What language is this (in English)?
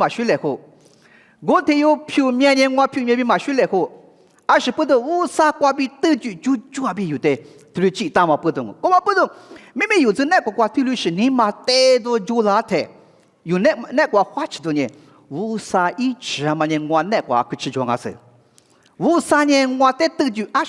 Lisu